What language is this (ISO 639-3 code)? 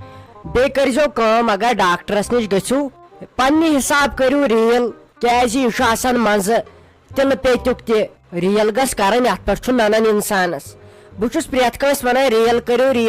kas